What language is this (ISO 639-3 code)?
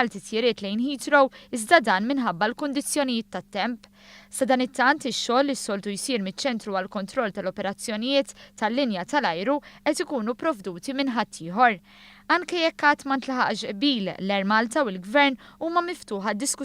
mlt